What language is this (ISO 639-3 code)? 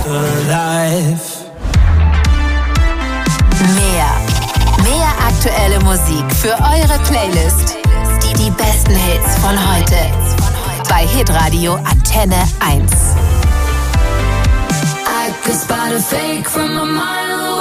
deu